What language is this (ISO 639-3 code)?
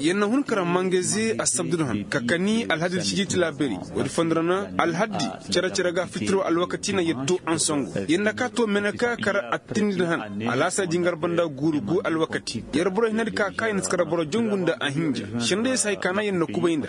ses